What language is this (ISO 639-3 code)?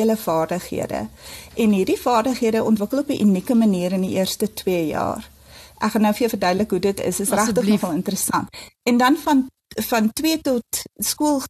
afr